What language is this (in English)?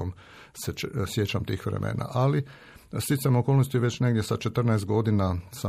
Croatian